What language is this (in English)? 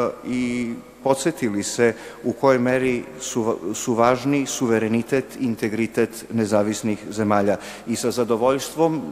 Serbian